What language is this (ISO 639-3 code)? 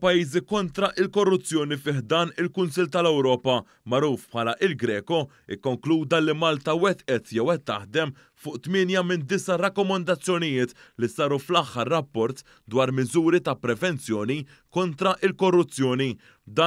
mlt